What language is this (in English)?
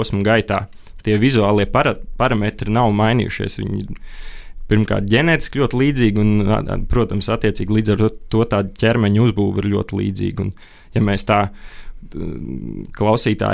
Latvian